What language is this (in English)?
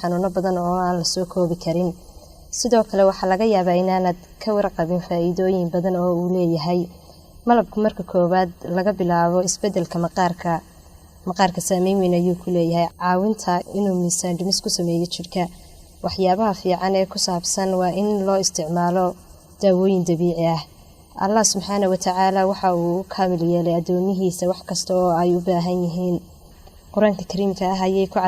Somali